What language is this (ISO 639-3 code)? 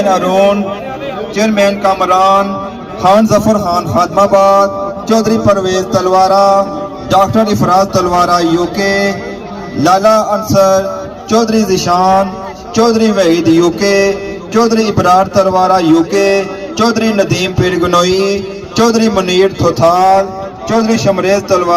phr